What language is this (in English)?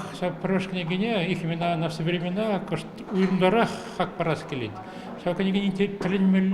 Chuvash